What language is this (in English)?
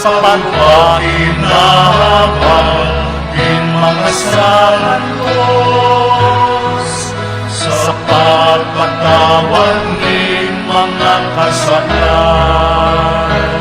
Bikol